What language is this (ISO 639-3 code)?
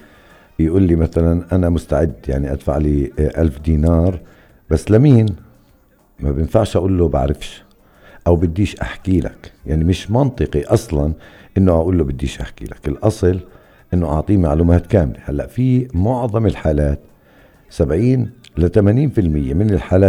apc